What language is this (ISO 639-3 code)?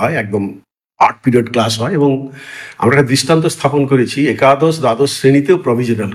ben